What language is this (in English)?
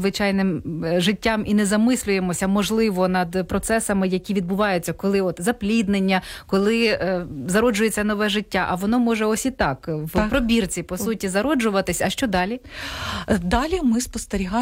Ukrainian